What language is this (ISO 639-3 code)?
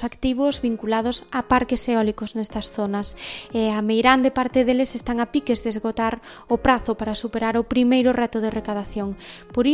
glg